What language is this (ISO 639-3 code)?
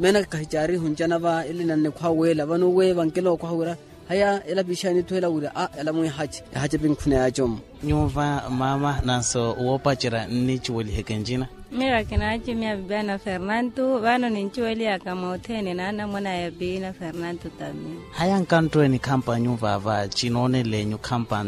vmw